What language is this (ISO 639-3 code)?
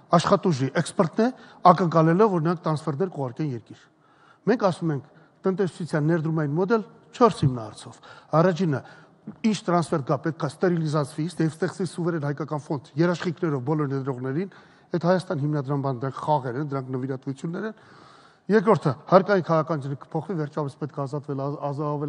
hye